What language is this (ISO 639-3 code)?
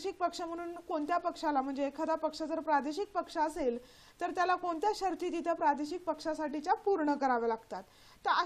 mar